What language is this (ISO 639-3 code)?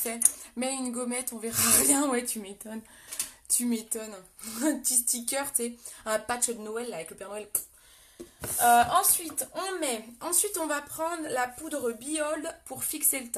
fra